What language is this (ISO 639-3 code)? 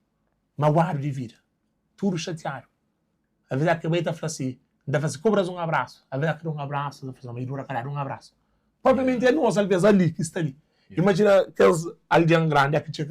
kea